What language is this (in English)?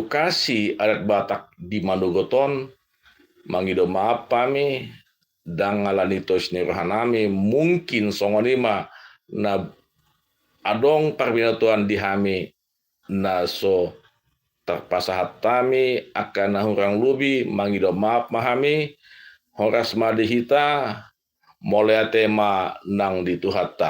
Batak Toba